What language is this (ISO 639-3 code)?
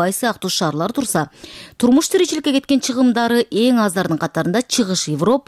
kir